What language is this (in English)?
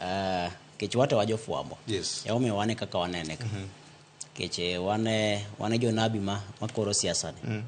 Luo (Kenya and Tanzania)